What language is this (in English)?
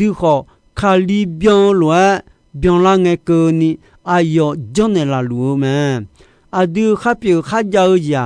Akha